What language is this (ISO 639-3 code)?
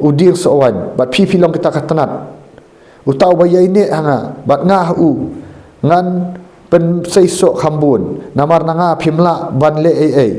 kha